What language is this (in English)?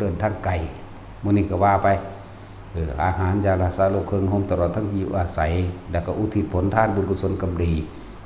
Northeastern Thai